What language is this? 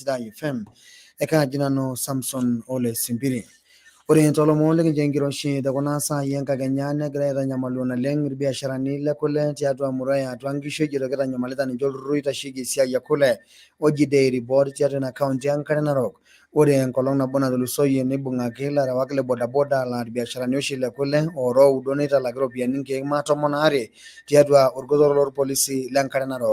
Masai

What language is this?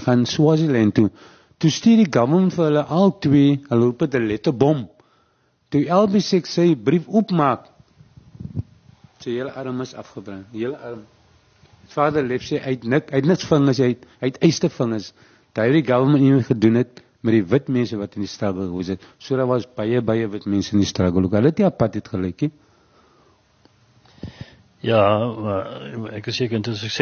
Afrikaans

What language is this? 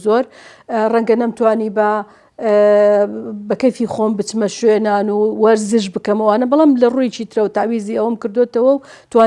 Central Kurdish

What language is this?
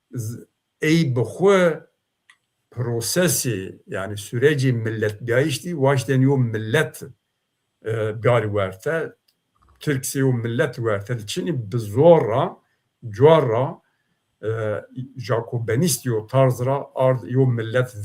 Zaza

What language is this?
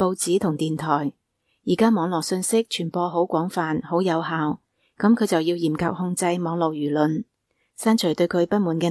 Cantonese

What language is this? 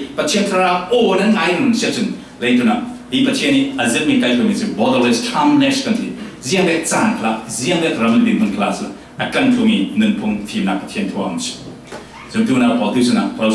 Falam Chin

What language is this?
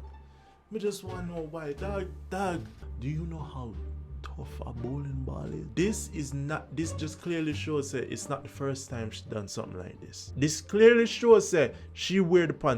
Jamaican Creole English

